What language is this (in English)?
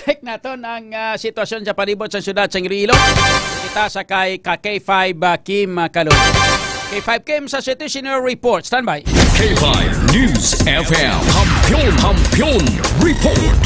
Hiligaynon